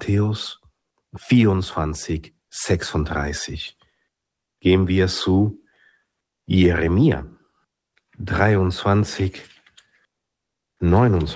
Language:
German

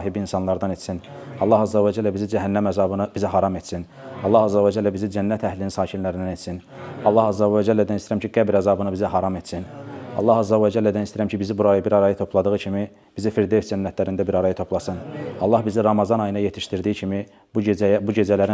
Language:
Azerbaijani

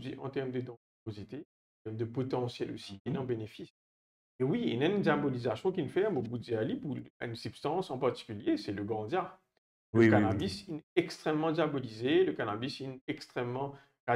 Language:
Morisyen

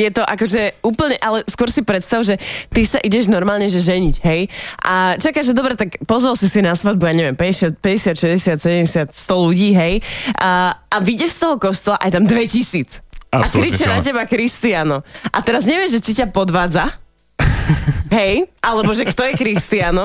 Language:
Slovak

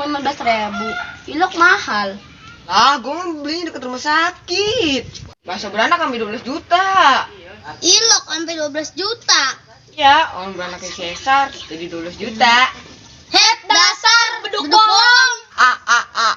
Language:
Betawi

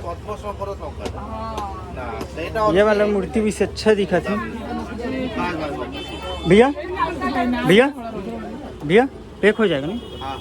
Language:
Chhattisgarhi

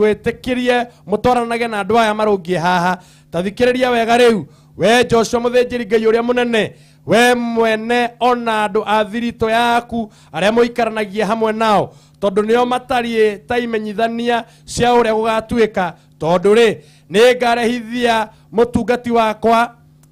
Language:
Kikuyu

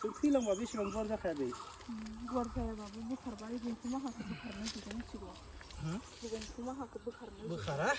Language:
Bodo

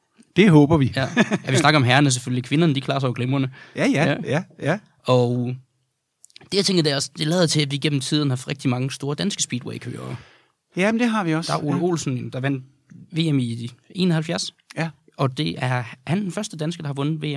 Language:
Danish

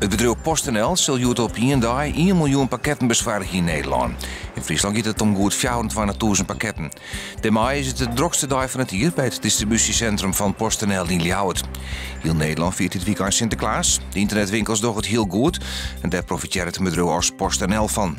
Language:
Western Frisian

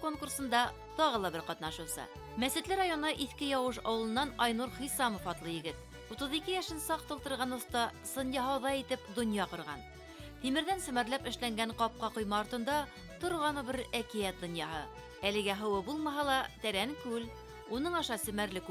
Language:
Bashkir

